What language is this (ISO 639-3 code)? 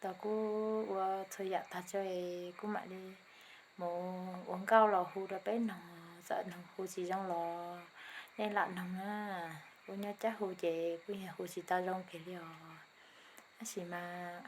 hmn